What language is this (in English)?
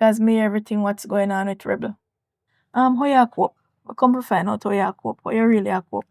Jamaican Creole English